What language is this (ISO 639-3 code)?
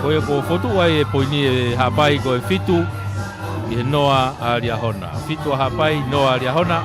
ton